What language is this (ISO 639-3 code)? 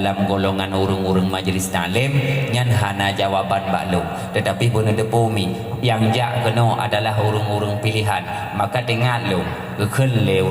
ace